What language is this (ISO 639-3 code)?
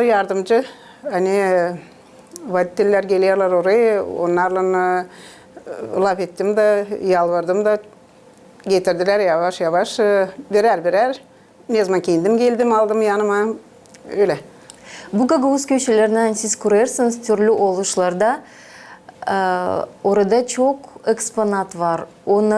gag